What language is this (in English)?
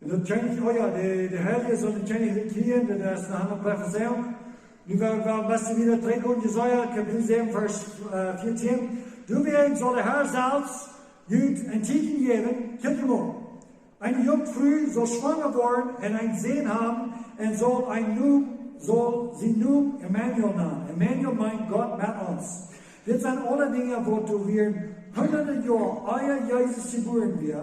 Plautdietsch